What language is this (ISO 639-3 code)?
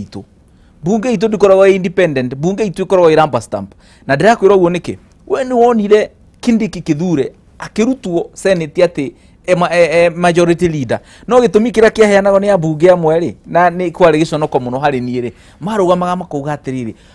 kik